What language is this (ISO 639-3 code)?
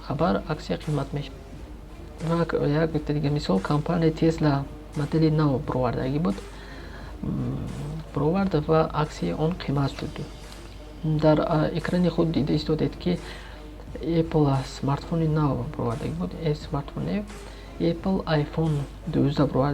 tgk